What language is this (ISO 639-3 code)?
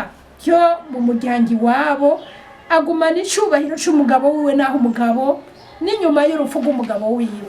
run